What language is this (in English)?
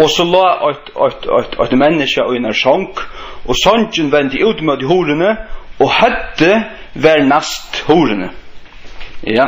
Faroese